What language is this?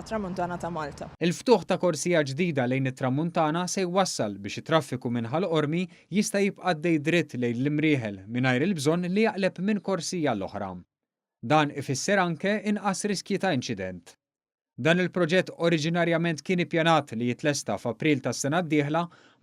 Maltese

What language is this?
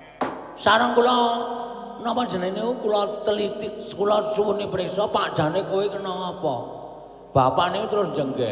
Javanese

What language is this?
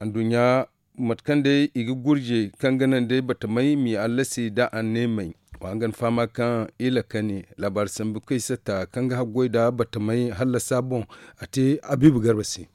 Zarma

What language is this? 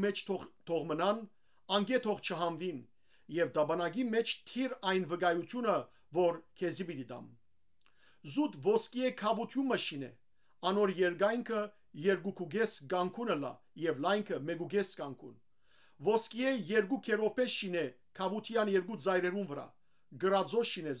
Western Armenian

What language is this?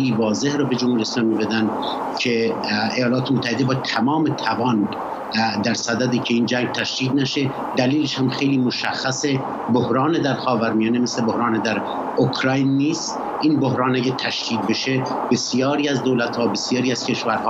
Persian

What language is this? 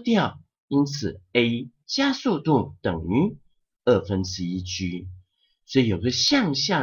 Chinese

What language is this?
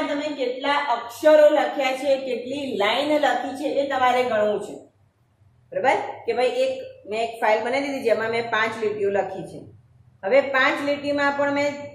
Gujarati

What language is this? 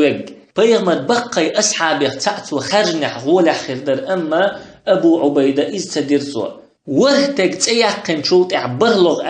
Chechen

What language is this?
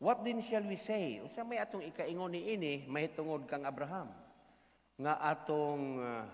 Cebuano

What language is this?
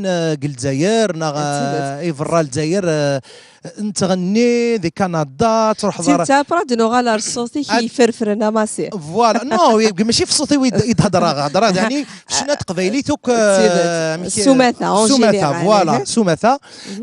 Kabyle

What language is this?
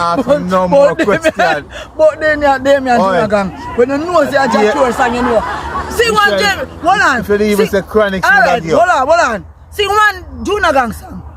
Jamaican Creole English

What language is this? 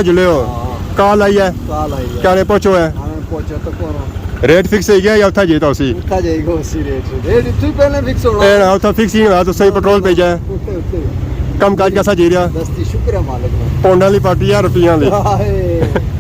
Pahari-Potwari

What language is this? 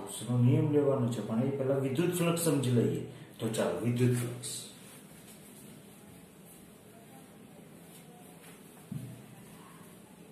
Gujarati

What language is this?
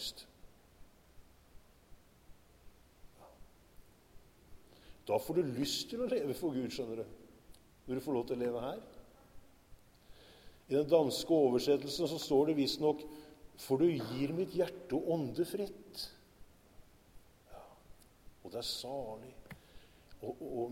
Norwegian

